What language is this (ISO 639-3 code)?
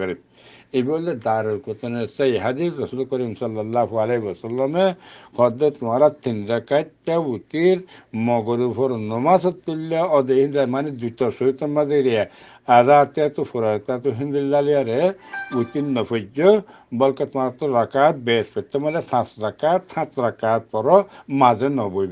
rhg